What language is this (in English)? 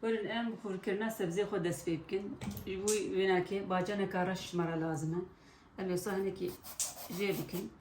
Kurdish